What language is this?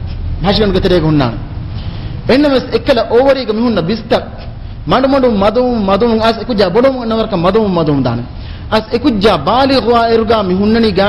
Divehi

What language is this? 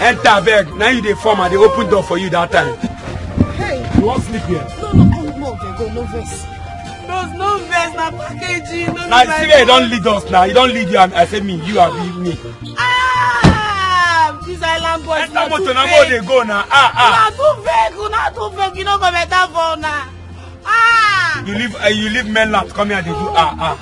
Nigerian Pidgin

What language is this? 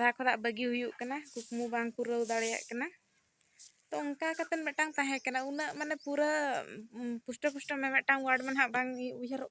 Santali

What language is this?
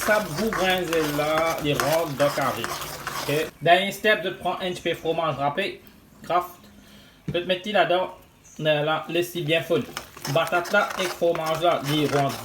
Morisyen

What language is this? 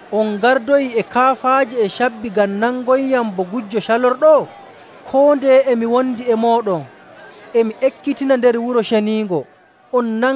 Nigerian Fulfulde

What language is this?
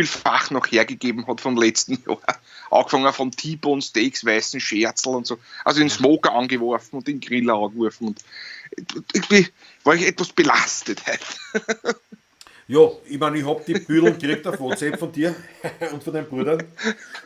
Bavarian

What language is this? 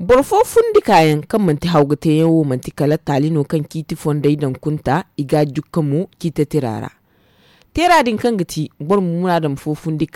Zarma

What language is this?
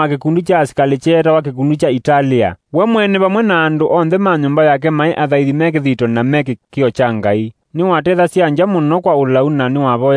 Kamba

